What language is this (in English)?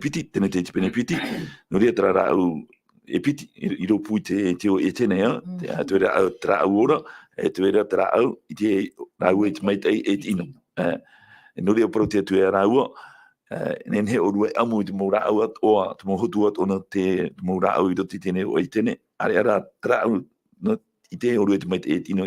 Tahitian